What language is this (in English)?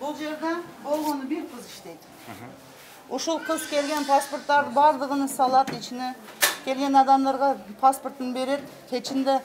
Kyrgyz